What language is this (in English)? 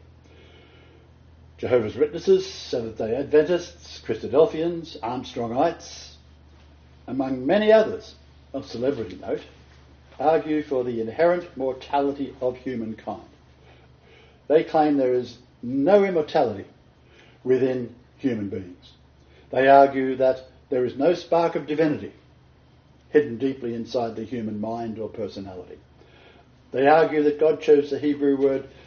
English